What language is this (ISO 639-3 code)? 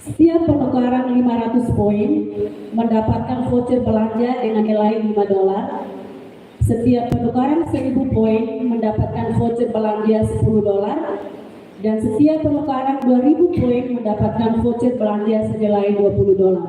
tet